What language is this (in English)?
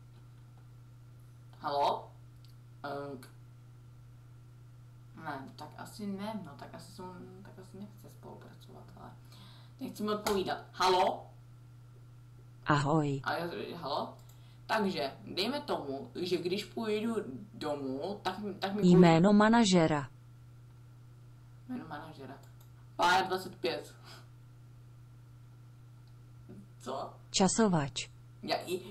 Czech